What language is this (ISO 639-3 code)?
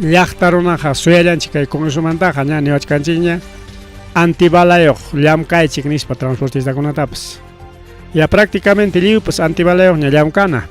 quy